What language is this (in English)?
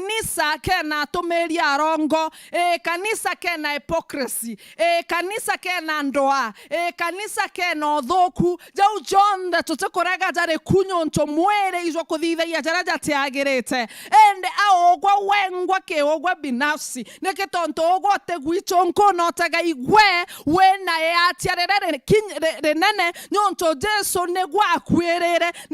Meru